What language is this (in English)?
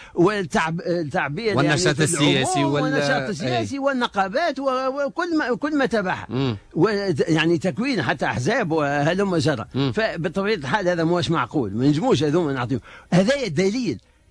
Tunisian Arabic